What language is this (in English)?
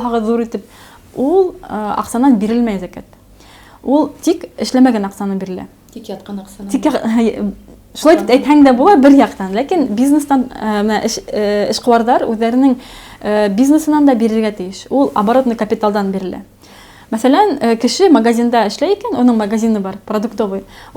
Bashkir